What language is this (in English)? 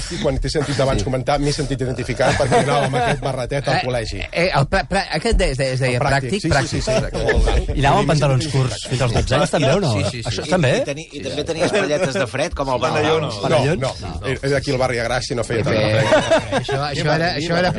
Catalan